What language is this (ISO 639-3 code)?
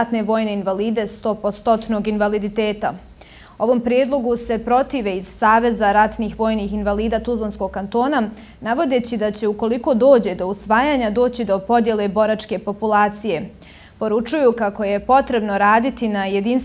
bos